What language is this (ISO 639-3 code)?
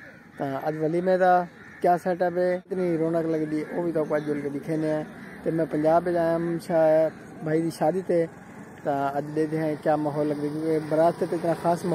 skr